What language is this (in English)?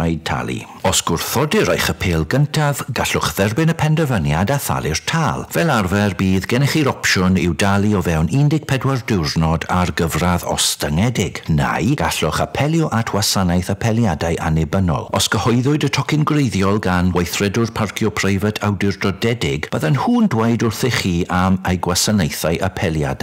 Welsh